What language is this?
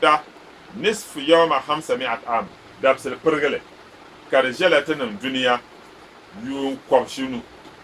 Dagbani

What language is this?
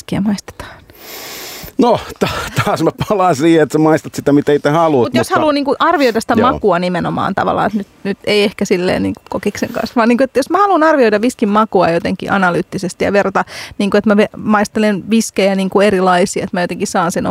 Finnish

